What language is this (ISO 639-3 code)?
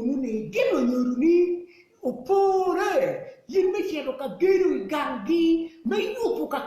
ach